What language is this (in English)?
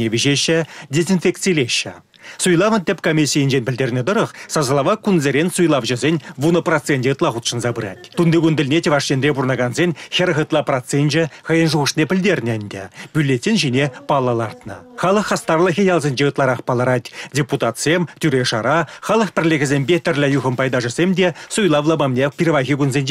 Chuvash